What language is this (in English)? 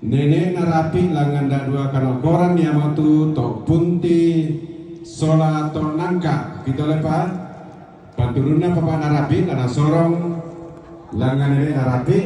Toraja-Sa'dan